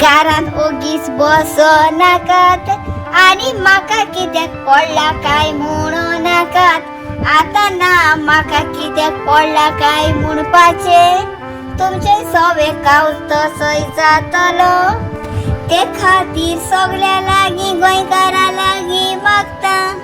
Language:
Konkani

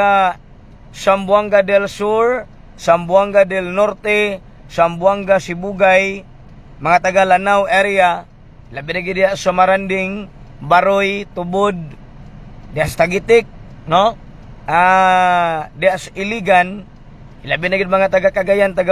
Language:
Cebuano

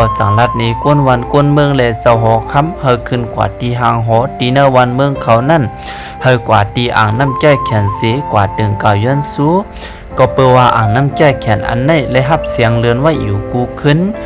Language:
Shan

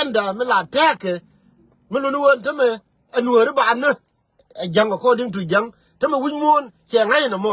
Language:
Nuer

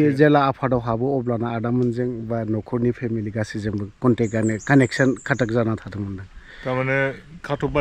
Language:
Bodo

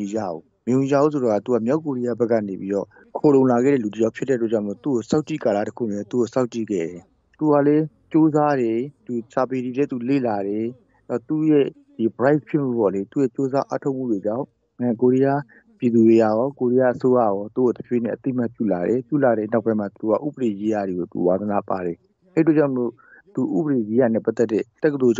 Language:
Burmese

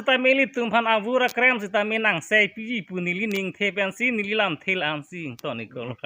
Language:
Karbi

